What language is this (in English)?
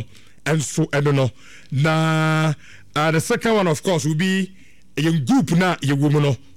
Akan